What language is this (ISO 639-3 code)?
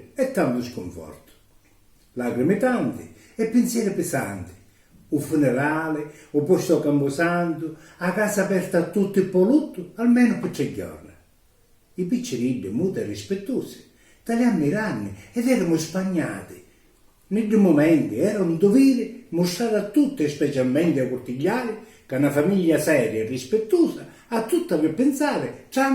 scn